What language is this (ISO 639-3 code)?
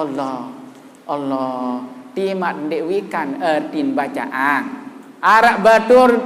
sas